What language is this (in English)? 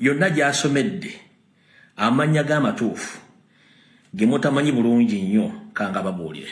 Ganda